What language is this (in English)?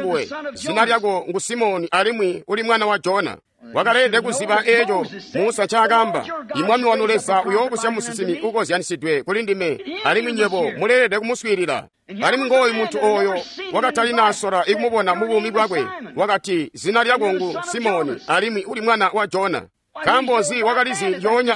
Tonga (Zambia)